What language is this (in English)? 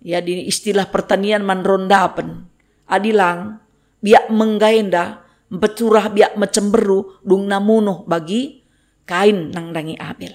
Batak Karo